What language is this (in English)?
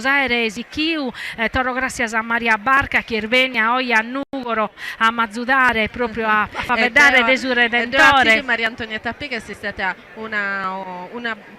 Sardinian